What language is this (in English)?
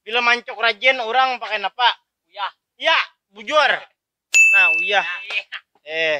Banjar